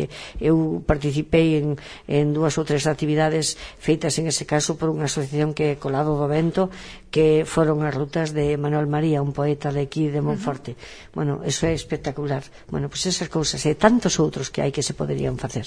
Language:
Galician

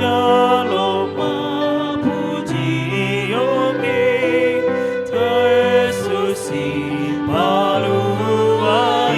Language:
Batak Toba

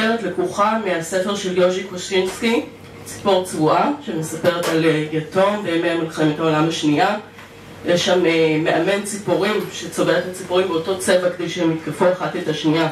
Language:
Hebrew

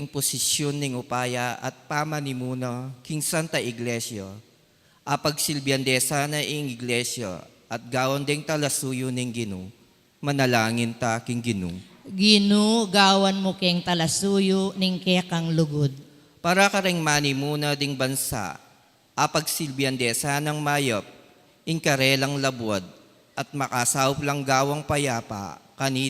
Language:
Pampanga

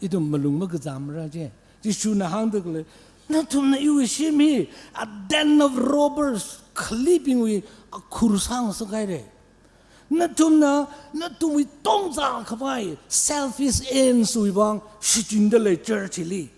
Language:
Tangkhul Naga (India)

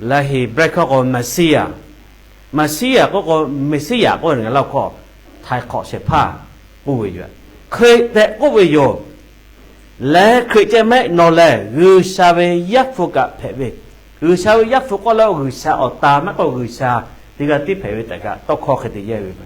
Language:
Lahu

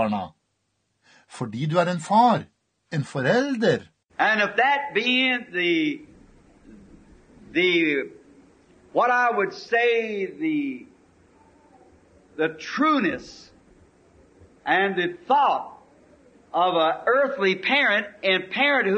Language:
Norwegian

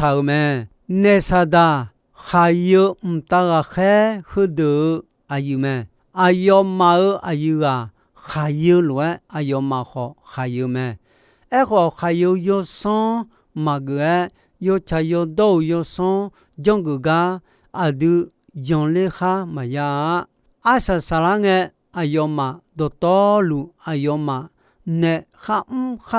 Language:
Akha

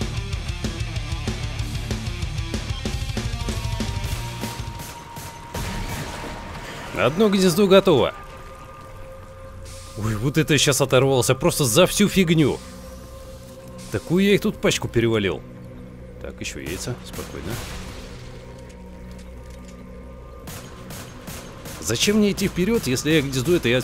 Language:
Russian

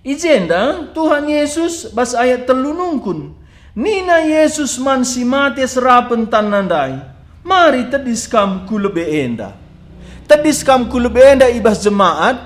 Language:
Batak Karo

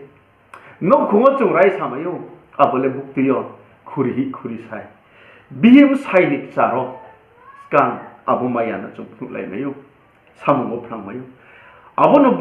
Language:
Riang (India)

